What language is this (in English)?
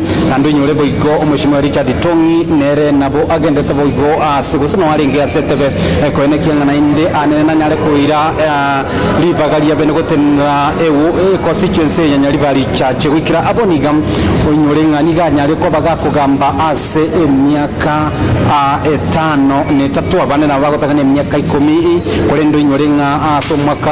Gusii